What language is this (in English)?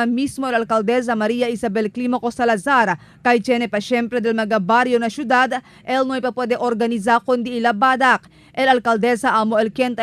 Chavacano